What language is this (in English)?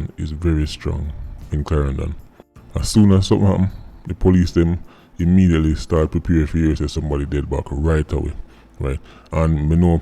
Jamaican Creole English